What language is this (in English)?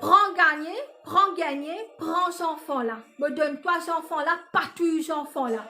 Morisyen